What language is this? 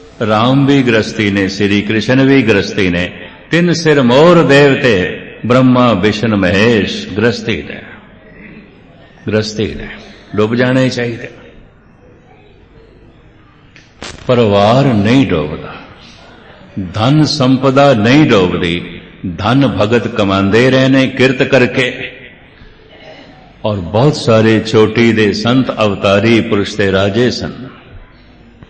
Punjabi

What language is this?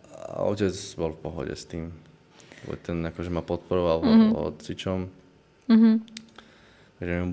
Slovak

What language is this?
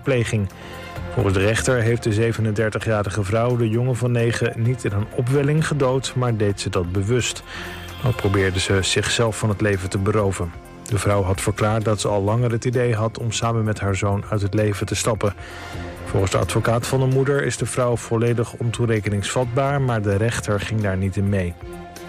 Dutch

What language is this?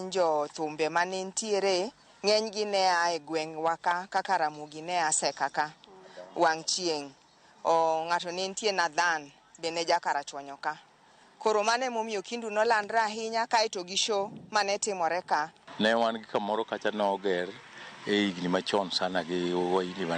Luo (Kenya and Tanzania)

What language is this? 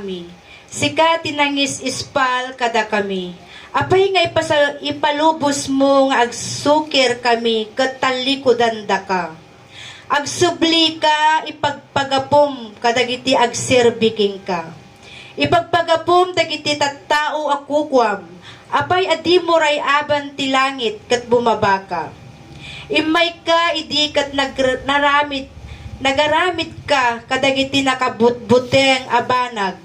Iloko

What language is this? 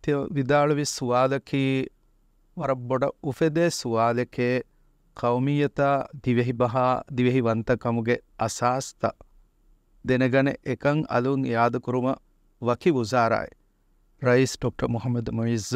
Divehi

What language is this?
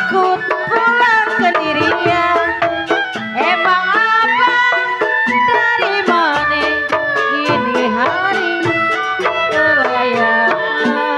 Betawi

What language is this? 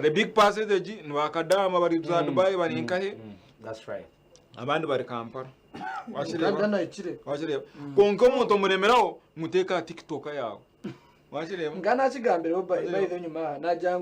Nyankole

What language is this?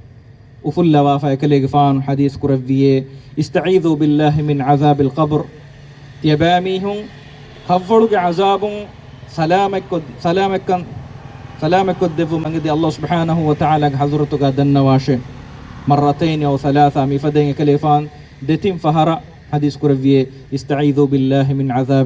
Divehi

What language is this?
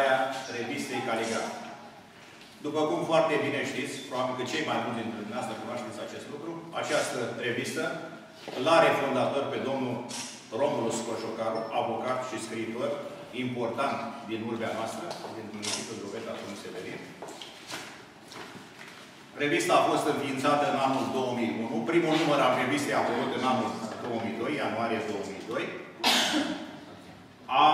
Romanian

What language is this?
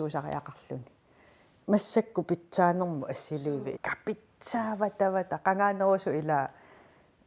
Kalaallisut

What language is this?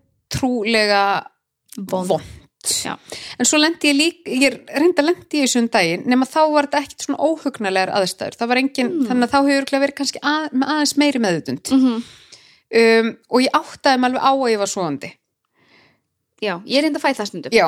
Icelandic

